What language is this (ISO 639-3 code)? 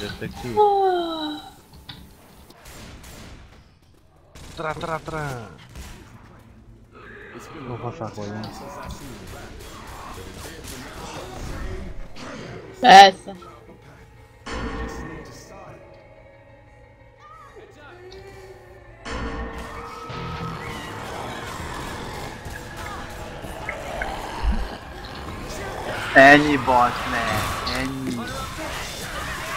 hun